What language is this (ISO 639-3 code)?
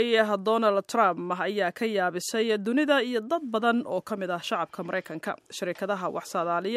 som